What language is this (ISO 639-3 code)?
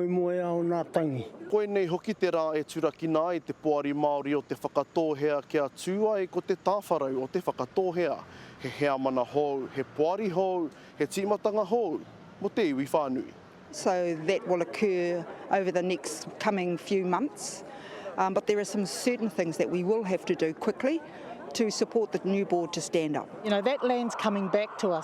mri